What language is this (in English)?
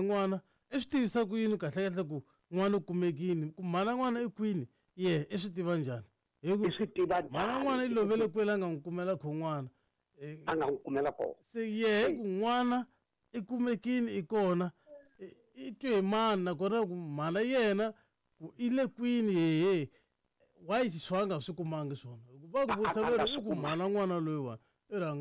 Tsonga